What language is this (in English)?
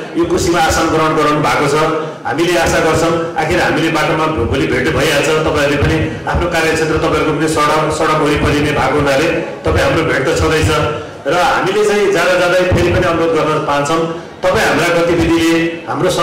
Nepali